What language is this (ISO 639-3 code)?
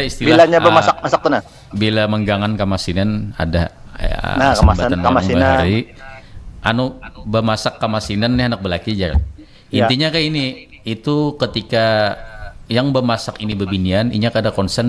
bjn